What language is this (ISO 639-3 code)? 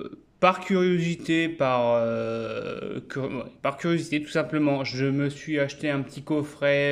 fra